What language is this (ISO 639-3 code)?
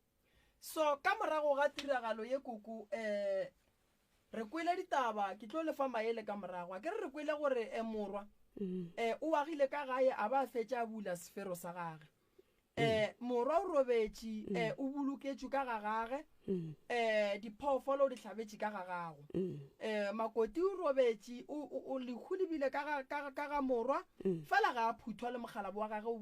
nso